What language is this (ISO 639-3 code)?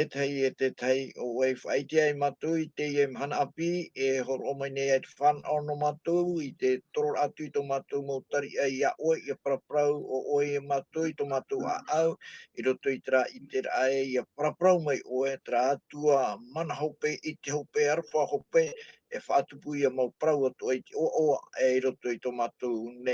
tah